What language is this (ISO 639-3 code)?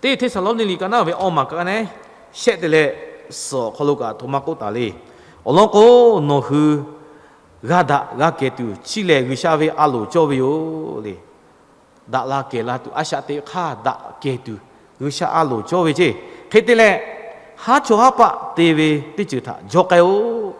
lhu